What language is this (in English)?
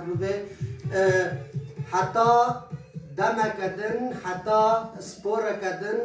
Kurdish